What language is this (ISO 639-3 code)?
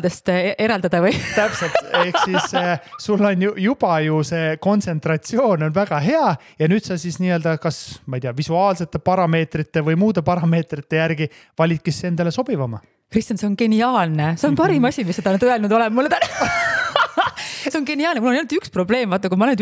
est